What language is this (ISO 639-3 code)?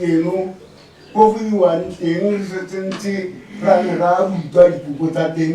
tsn